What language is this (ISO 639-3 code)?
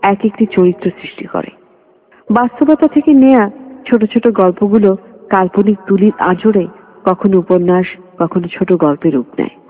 ben